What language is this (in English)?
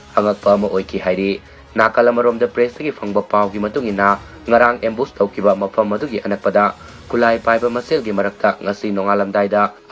Manipuri